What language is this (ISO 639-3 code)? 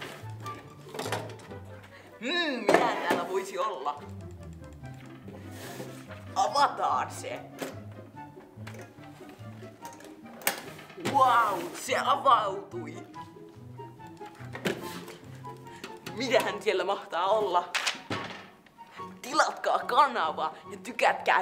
fin